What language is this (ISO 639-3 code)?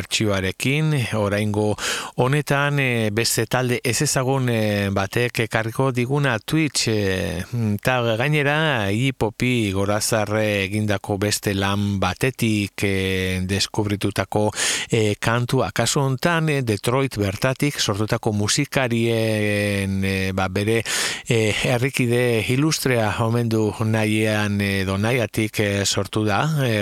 eus